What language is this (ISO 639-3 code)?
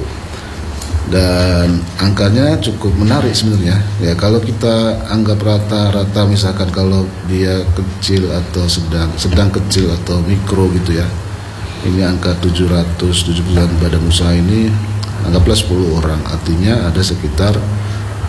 ind